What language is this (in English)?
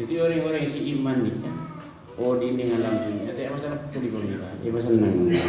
Madurese